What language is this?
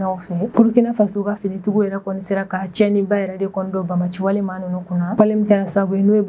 Bambara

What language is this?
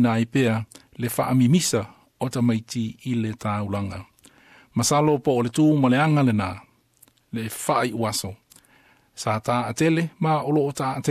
Samoan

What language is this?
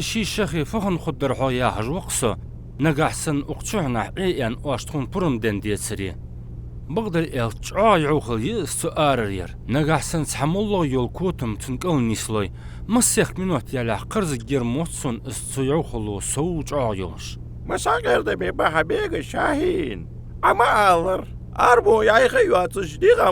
Ingush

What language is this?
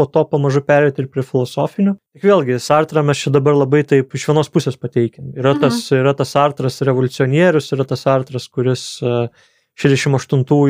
Lithuanian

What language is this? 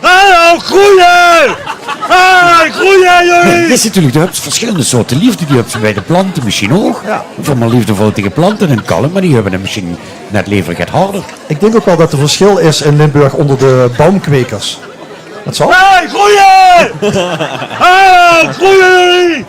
Limburgish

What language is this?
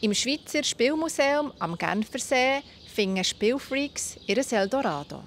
Swiss German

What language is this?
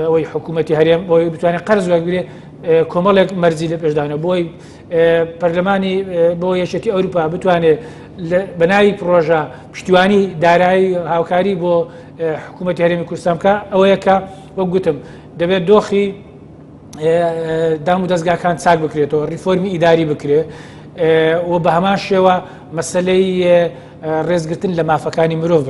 Central Kurdish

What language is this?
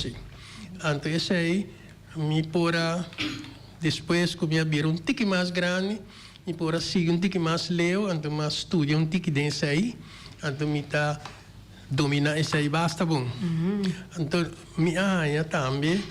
Papiamento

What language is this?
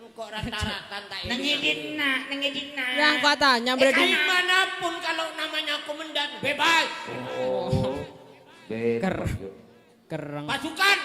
Madurese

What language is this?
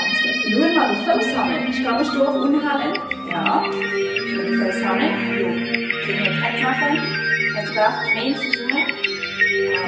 Luxembourgish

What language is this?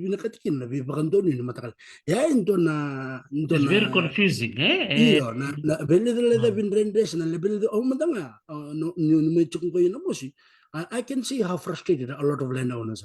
Fijian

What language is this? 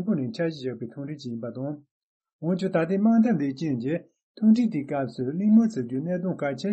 Tibetan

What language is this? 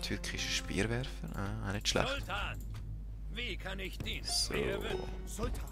Swiss German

